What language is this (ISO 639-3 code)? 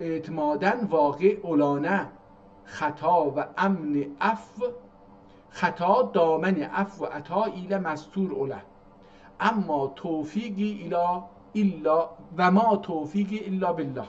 azb